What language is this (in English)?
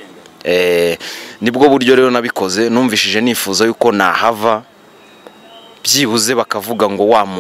Kinyarwanda